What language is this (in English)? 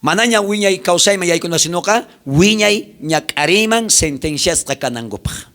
South Bolivian Quechua